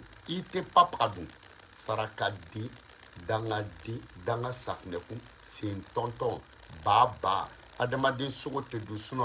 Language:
Bambara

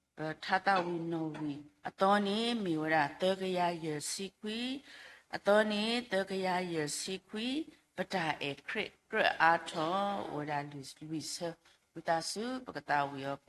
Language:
S'gaw Karen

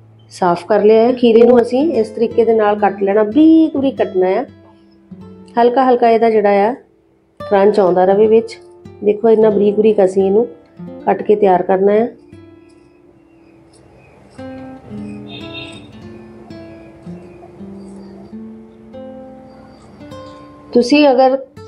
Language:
Punjabi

